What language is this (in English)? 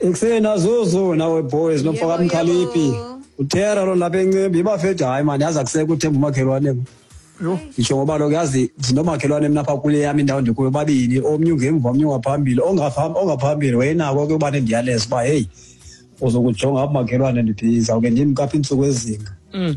Xhosa